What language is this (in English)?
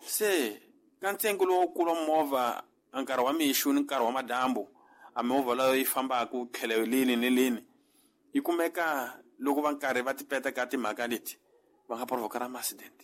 Tsonga